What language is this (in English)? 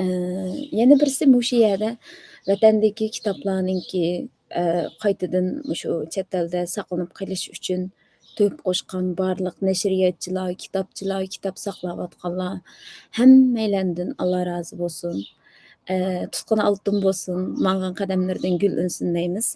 Uyghur